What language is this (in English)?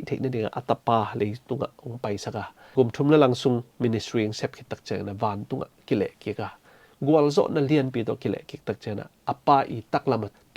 Tedim Chin